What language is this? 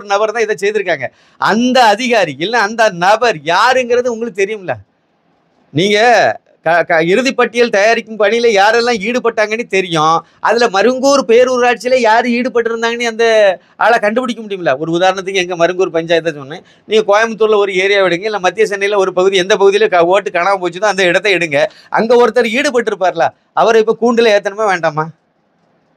Tamil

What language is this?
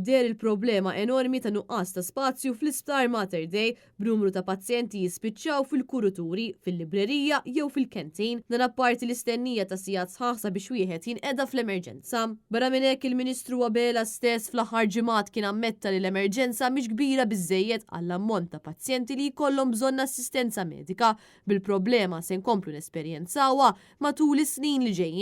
Maltese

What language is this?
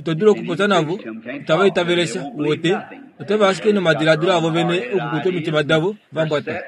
Kuanyama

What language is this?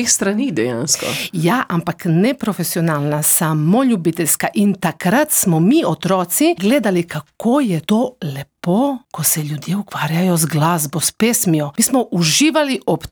Slovenian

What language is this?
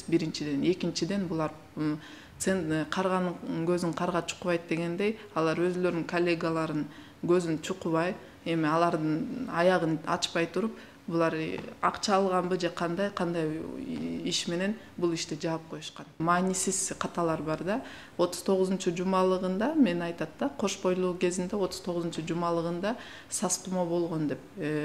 Kyrgyz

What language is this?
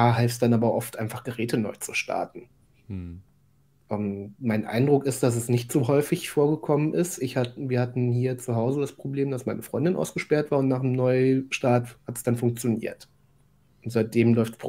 German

